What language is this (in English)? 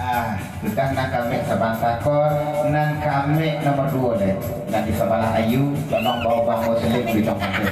Minangkabau